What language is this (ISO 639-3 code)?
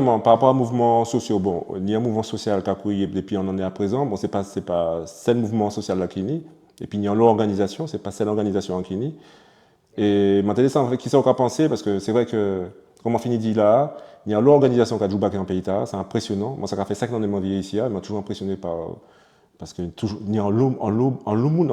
gcf